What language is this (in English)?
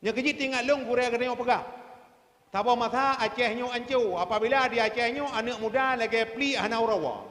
Achinese